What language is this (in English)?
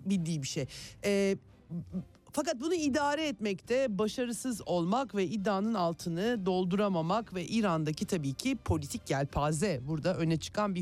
Turkish